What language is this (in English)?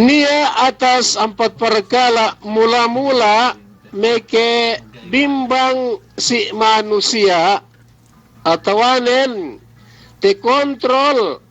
Yakan